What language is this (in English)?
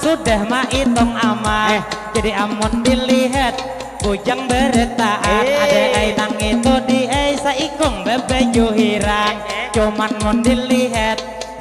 Banjar